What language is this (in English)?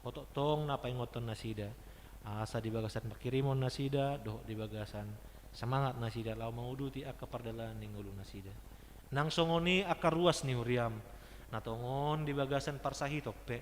Batak Toba